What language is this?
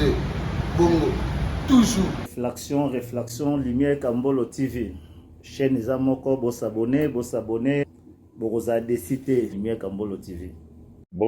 Lingala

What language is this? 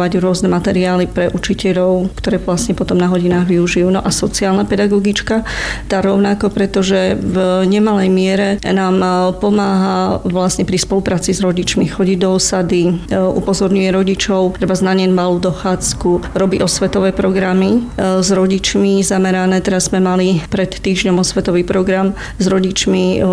Slovak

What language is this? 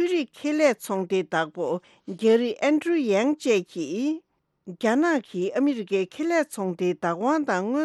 Tibetan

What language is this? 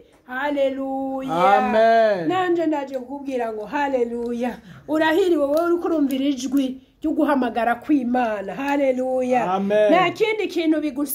Rundi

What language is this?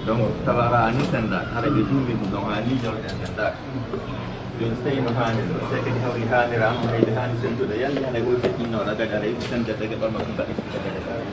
Pular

